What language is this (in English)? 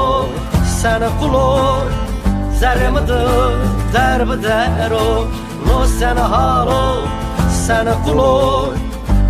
Zaza